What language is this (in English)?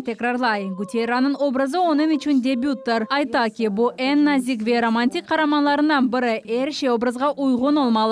Crimean Tatar